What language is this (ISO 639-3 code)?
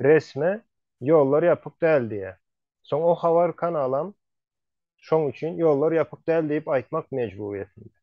tuk